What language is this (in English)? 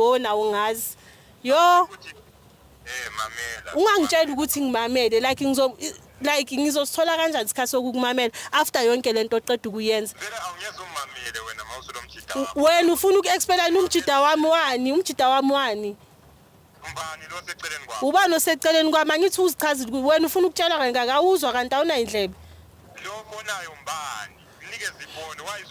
Zulu